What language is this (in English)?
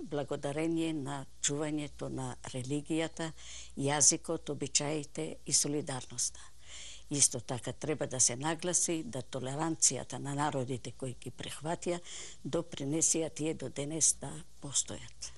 Macedonian